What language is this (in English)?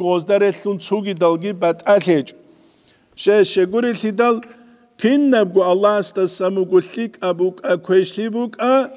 Avaric